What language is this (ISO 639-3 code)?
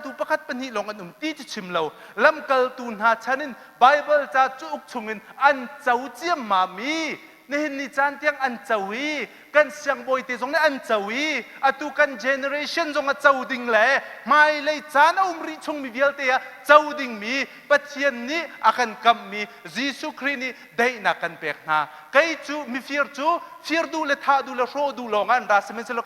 cnh